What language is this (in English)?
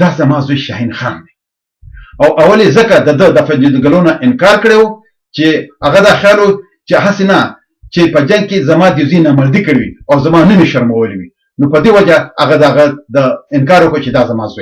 Pashto